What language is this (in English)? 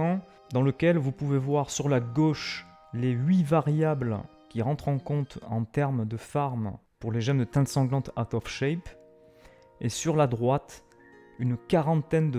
French